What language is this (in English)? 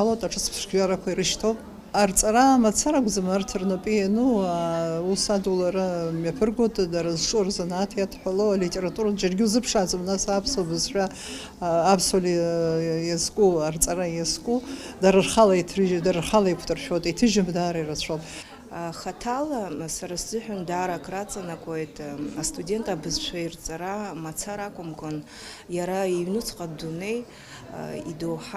Abkhazian